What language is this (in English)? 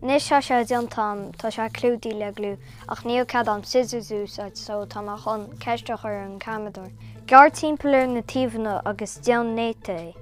Irish